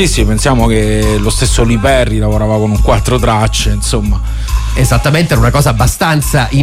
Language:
Italian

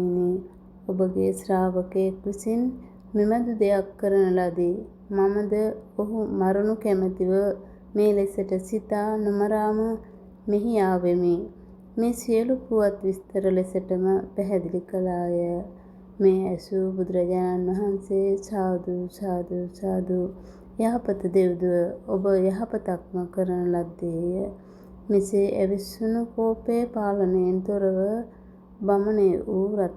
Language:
Sinhala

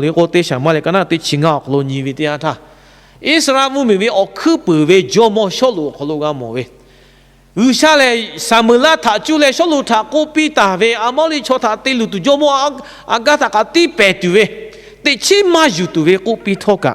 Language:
Lahu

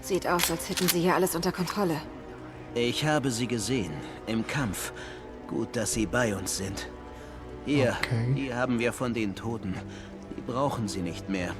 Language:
Swiss German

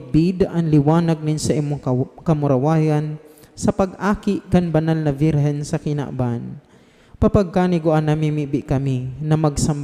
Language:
Bikol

